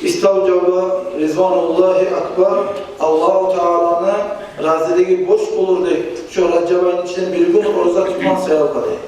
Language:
Kumyk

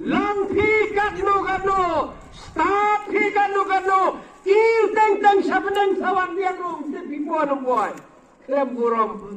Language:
Khasi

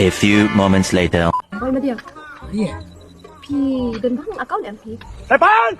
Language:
Khasi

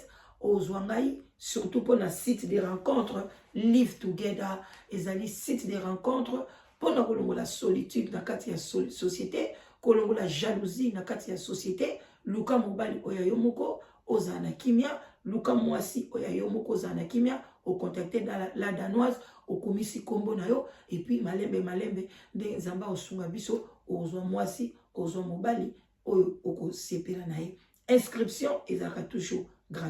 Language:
Lingala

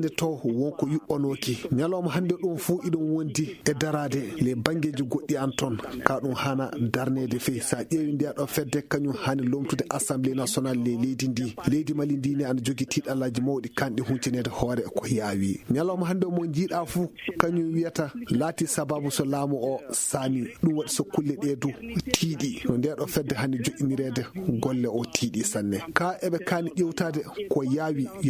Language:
Fula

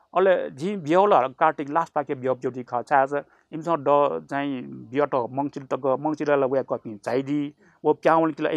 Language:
Newari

